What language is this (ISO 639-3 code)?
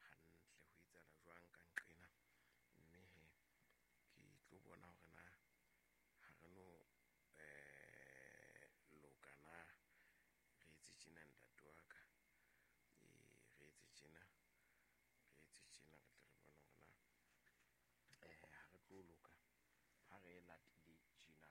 sot